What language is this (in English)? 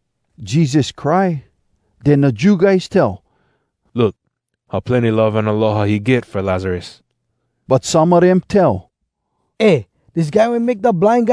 Hawai'i Creole English